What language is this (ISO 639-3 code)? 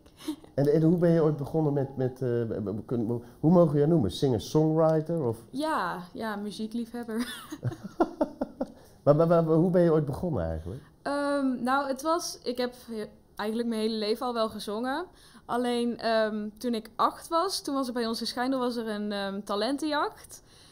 nld